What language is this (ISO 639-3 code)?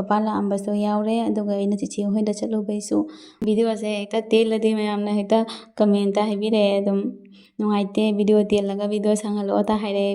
mni